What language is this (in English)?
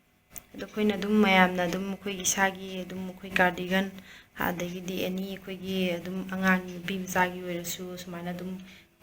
Manipuri